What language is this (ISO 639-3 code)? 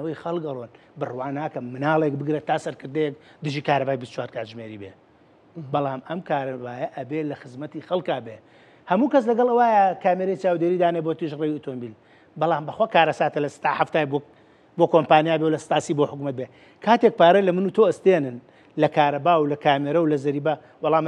ckb